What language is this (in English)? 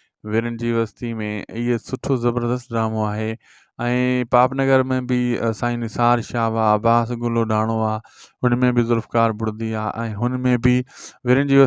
Sindhi